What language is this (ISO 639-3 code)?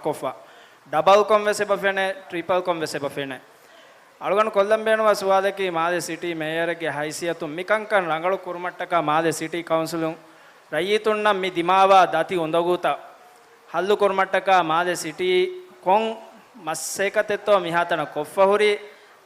div